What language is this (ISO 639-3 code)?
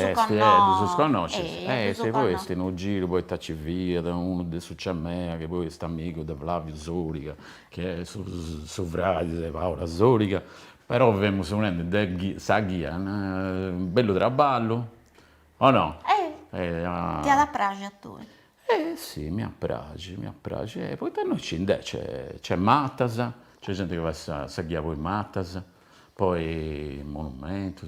srd